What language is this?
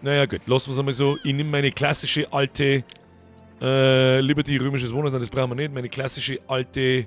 Bavarian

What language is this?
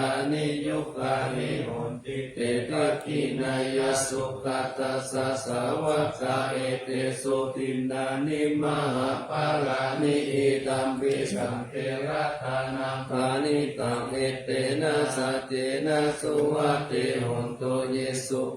Pali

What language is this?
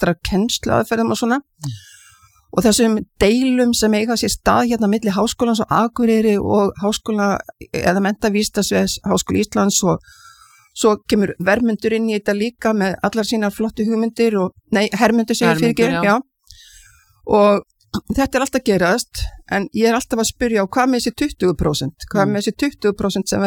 Icelandic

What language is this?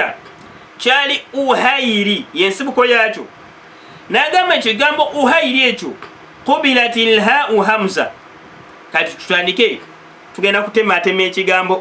Ganda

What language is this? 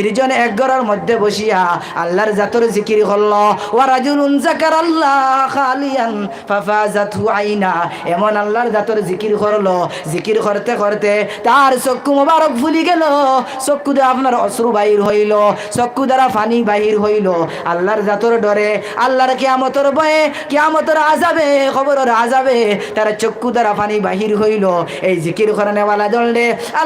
Sylheti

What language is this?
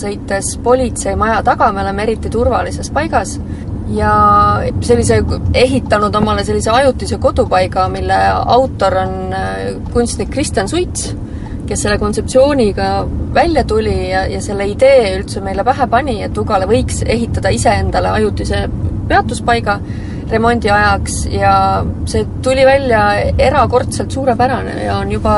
Estonian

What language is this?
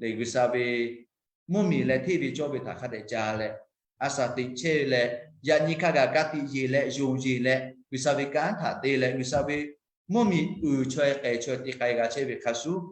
Lahu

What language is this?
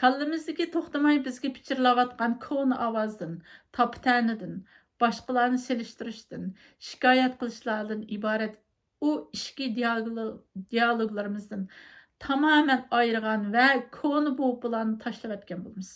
Uyghur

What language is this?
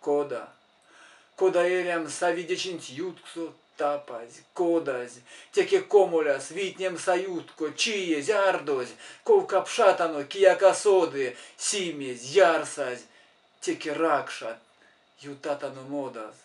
Erzya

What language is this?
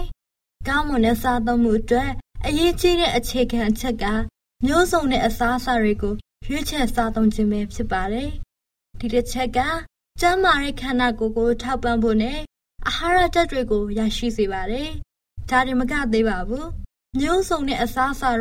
Burmese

